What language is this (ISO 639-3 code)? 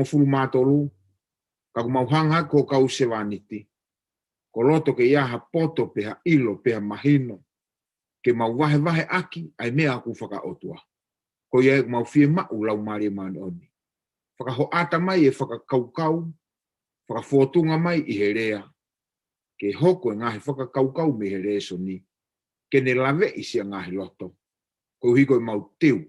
ton